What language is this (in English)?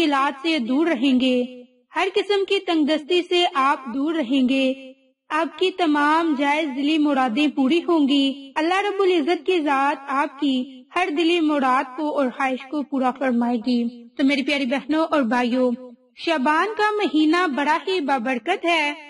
Urdu